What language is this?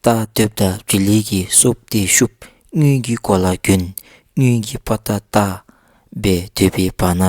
Dzongkha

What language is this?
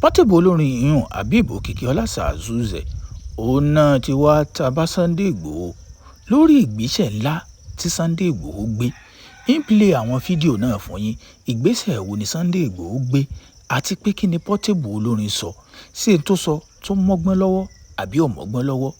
Yoruba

